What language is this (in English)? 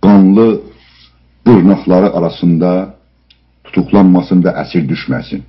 South Azerbaijani